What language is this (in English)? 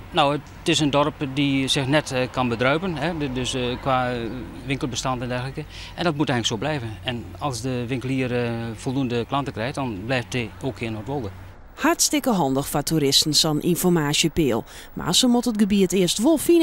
Western Frisian